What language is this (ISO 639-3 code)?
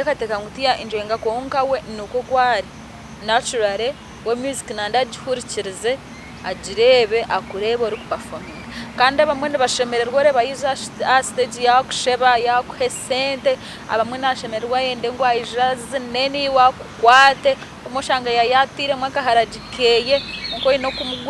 nyn